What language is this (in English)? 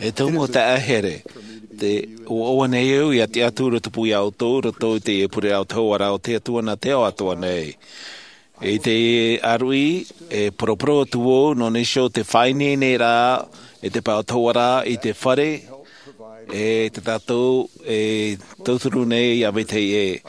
Tahitian